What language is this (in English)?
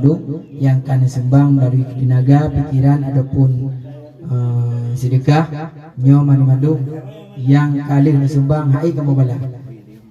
Achinese